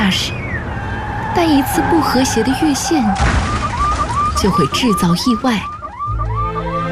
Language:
Chinese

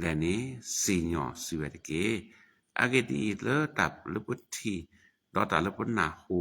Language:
S'gaw Karen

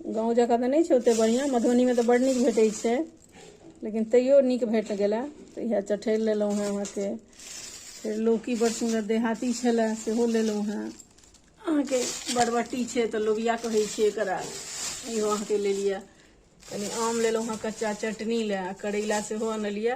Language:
Maithili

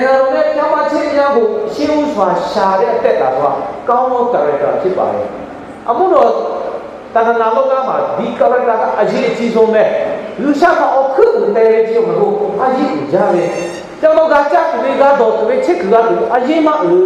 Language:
Lahu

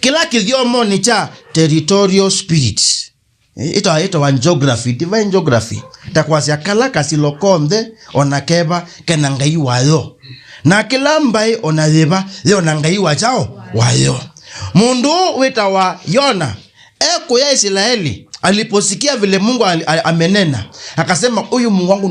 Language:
Kamba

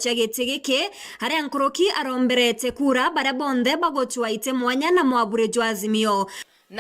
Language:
Meru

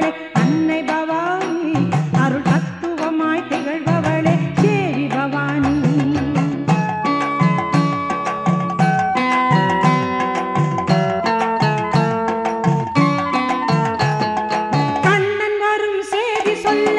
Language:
Tamil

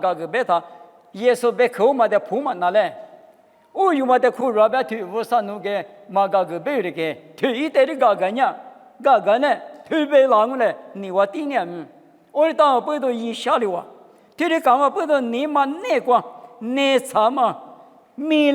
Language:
Lisu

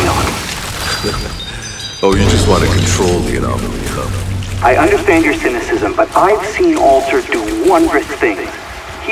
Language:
English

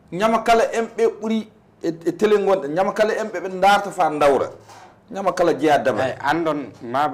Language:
Fula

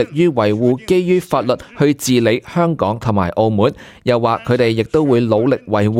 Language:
Cantonese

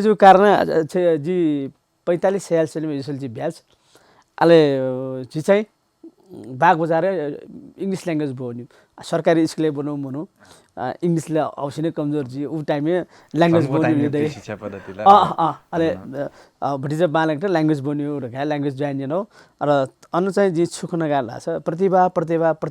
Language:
Newari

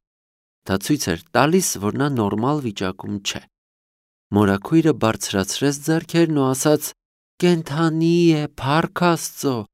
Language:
Armenian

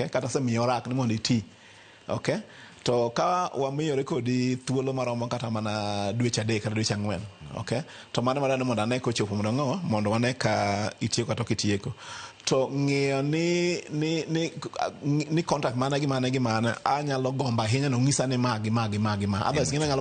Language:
Luo (Kenya and Tanzania)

